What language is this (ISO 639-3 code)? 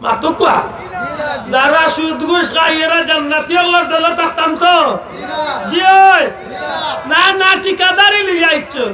syl